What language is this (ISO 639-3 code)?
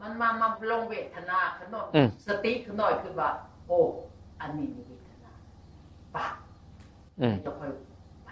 tts